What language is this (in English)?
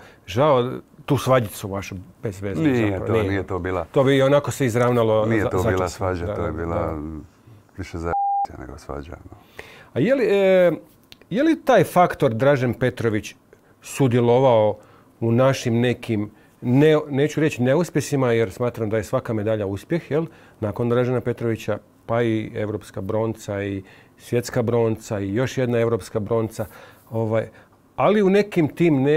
Croatian